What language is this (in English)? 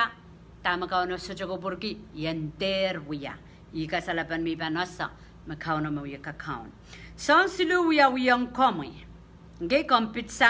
Pohnpeian